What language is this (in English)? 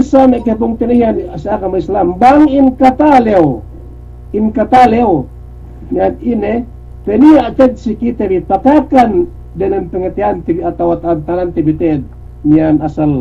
Yakan